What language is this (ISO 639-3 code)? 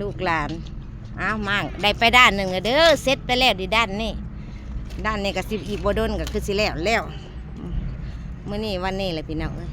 tts